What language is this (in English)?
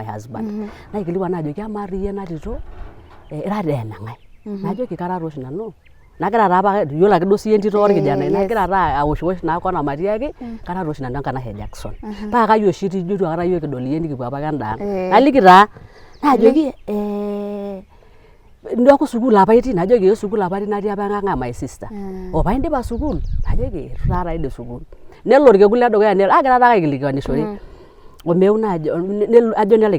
Masai